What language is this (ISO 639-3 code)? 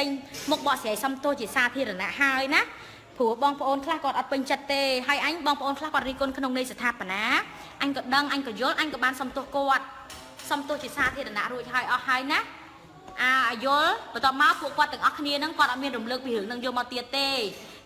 khm